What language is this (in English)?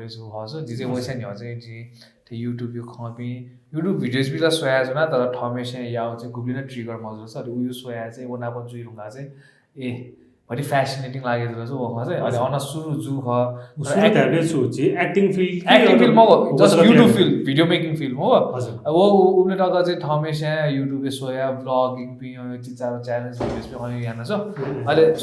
Newari